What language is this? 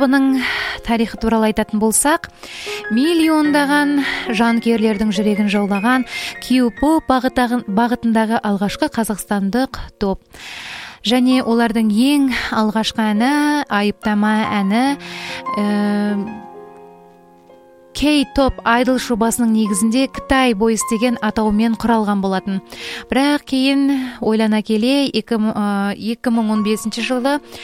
Kazakh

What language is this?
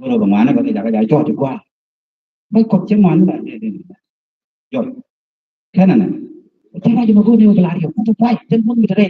Nuer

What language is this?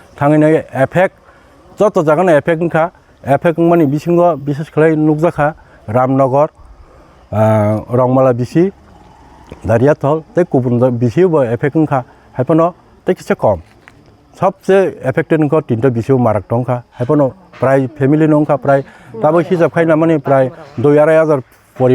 Kok Borok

